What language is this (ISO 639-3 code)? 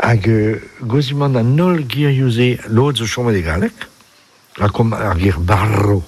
bre